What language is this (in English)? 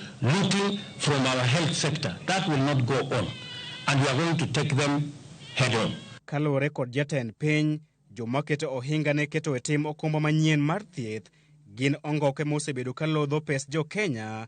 Luo (Kenya and Tanzania)